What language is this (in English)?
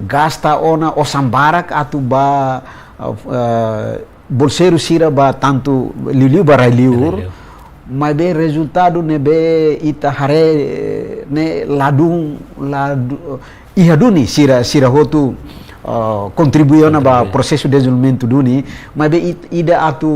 Tetum